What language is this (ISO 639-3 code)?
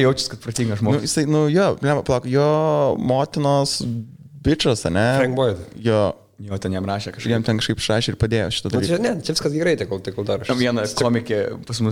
lit